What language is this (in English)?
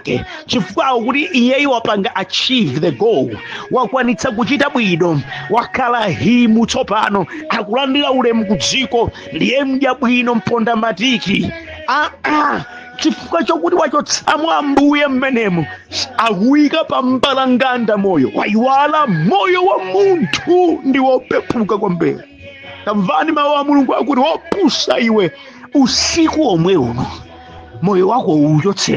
Nyanja